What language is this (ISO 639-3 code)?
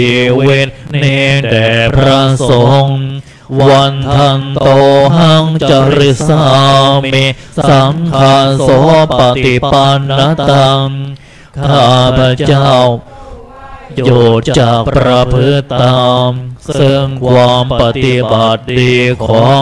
tha